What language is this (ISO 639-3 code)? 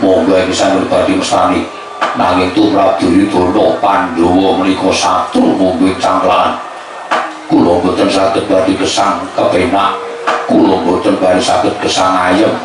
jav